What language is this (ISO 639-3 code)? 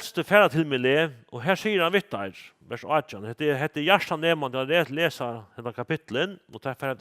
fao